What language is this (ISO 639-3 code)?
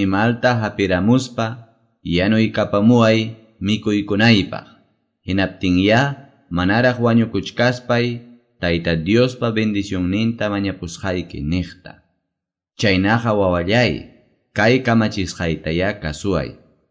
que